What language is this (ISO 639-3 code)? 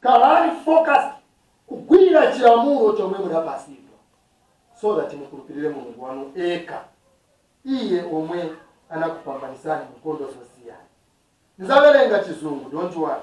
nya